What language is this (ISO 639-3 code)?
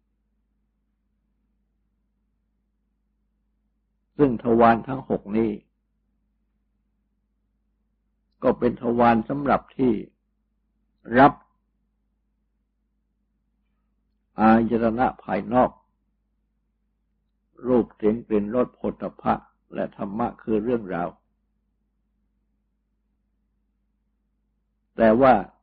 tha